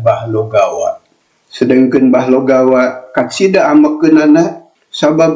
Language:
Sundanese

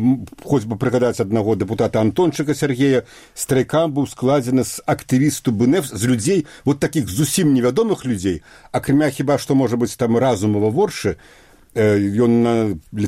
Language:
Belarusian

